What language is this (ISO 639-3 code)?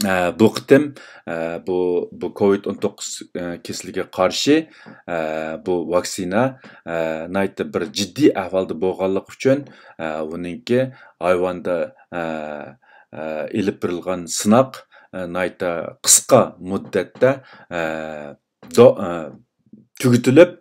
uig